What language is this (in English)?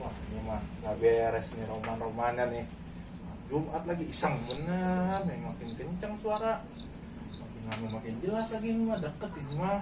Betawi